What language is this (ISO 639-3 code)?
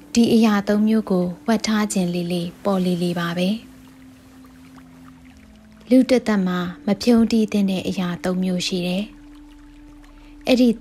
mya